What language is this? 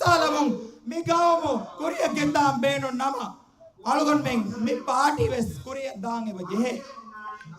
Divehi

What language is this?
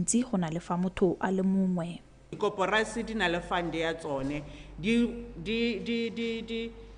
Tswana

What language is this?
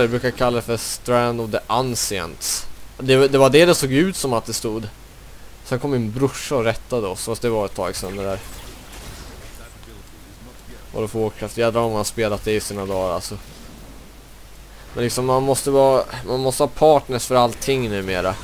Swedish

